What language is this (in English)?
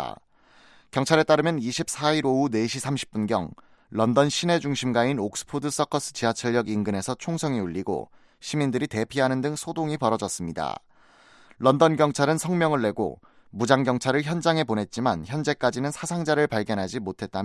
Korean